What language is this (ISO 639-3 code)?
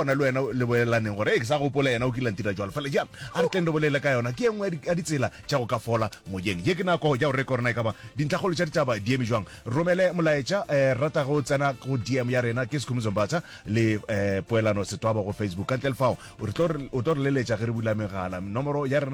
nso